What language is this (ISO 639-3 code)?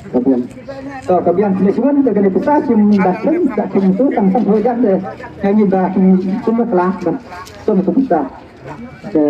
kha